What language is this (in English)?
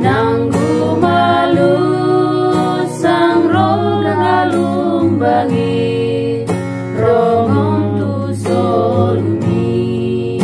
Batak Toba